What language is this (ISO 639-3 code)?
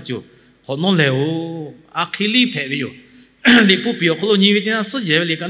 lhu